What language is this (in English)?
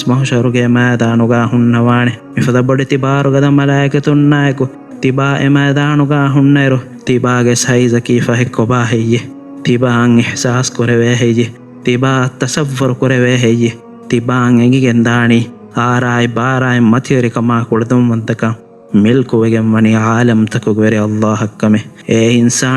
Divehi